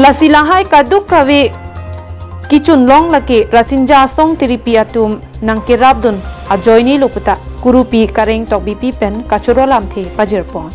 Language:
Karbi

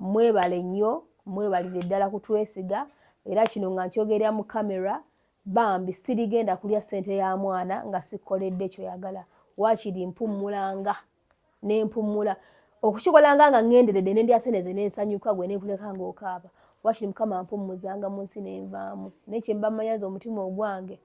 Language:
Ganda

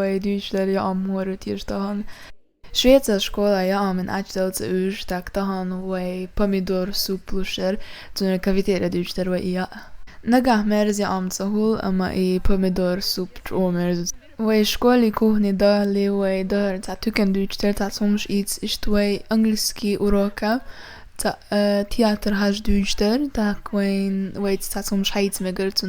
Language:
Chechen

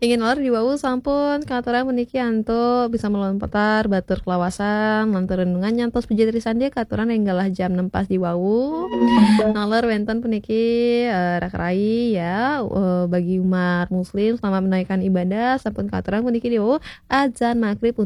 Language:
Balinese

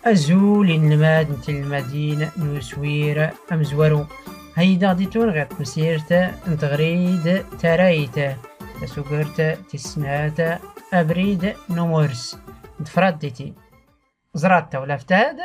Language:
Tachelhit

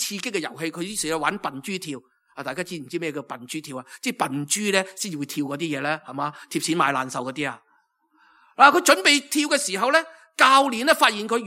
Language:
Cantonese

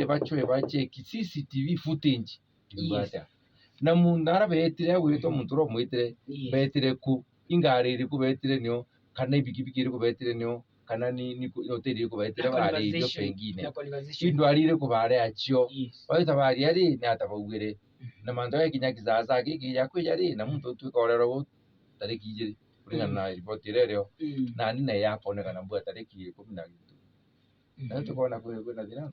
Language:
Meru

